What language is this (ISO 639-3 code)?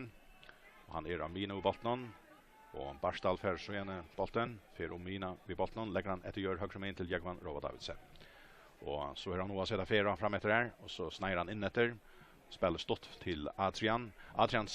fao